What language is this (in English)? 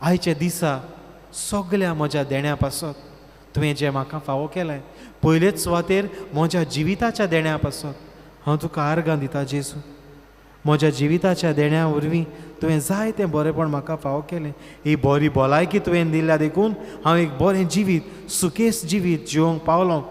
Konkani